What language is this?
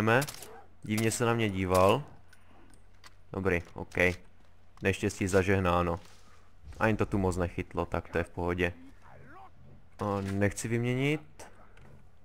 Czech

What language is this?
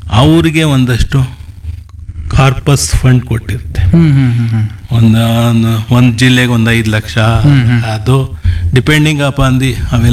Kannada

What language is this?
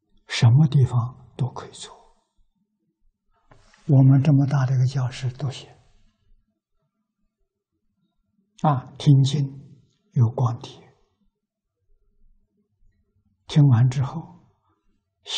Chinese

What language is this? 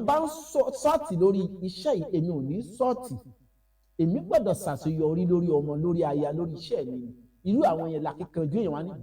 Yoruba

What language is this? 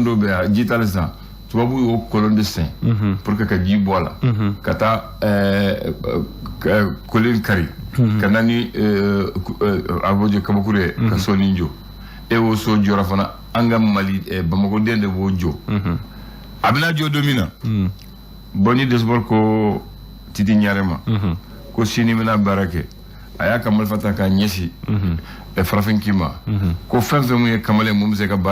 Bambara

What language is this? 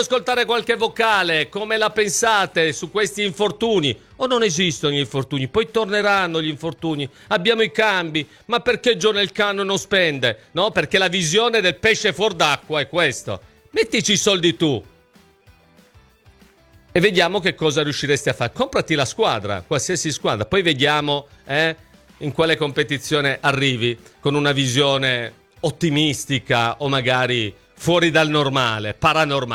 Italian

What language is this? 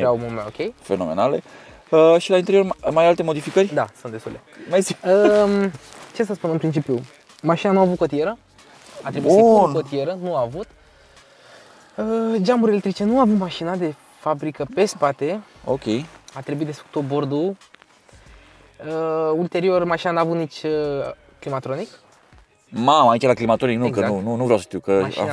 Romanian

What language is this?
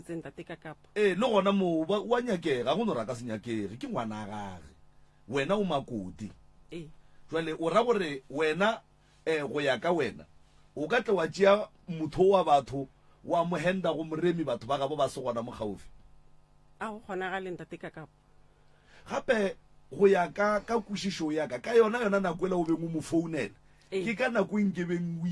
Northern Sotho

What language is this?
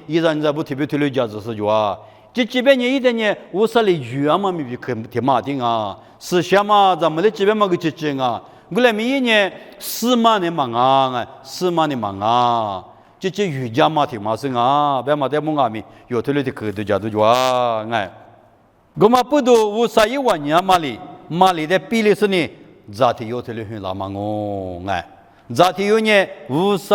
Lisu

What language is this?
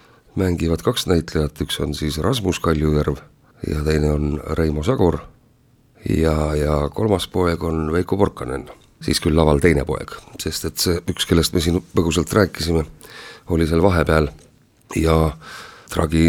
Estonian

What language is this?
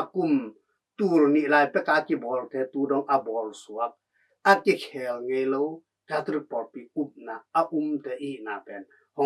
Tedim Chin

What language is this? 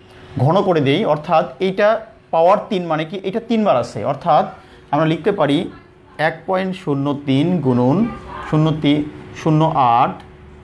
Bangla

